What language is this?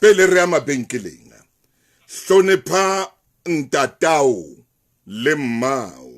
Southern Sotho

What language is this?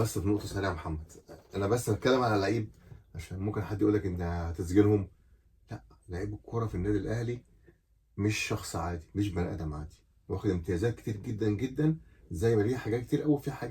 Egyptian Arabic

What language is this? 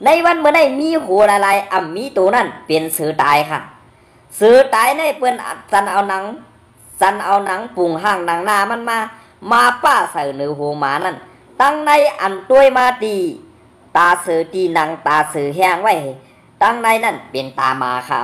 Shan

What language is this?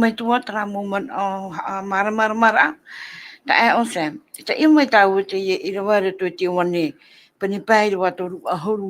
Tahitian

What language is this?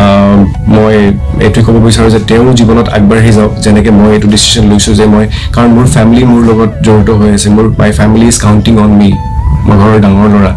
Assamese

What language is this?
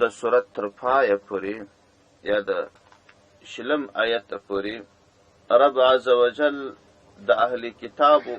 Pashto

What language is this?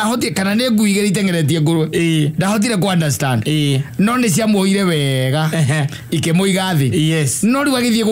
Kikuyu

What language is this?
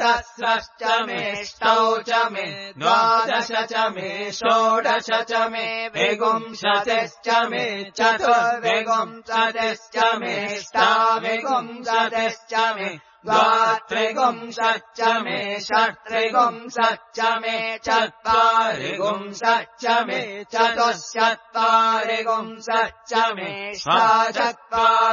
Sanskrit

